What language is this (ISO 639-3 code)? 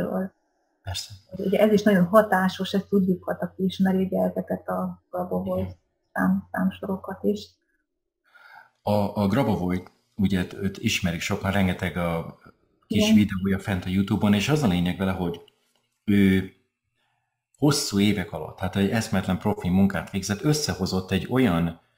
hun